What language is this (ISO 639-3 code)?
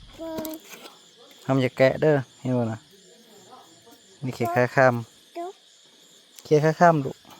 tts